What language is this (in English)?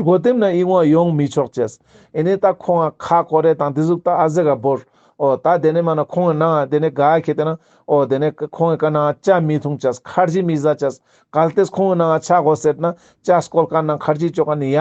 Ladakhi